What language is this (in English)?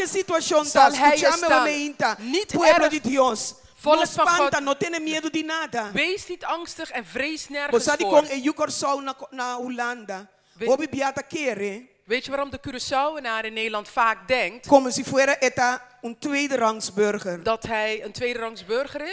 Papiamento